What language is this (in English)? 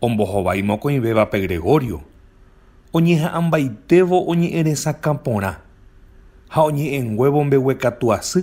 Guarani